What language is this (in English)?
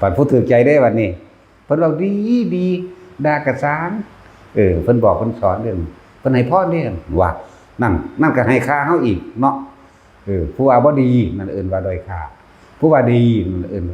Northeastern Thai